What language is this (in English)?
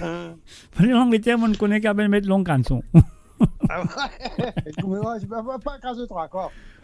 Morisyen